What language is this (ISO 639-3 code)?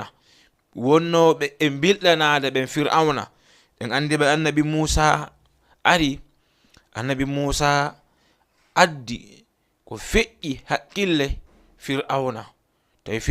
ful